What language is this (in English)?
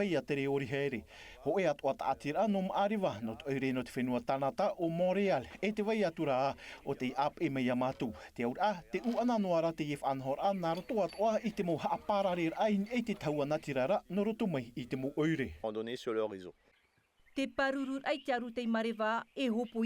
Tahitian